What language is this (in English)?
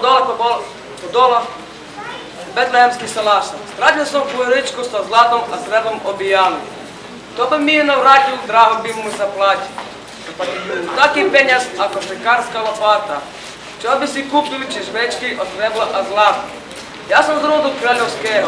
Slovak